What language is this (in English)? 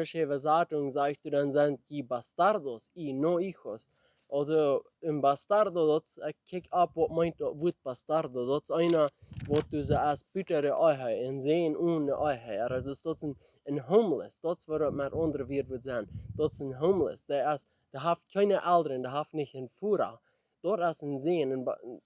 Plautdietsch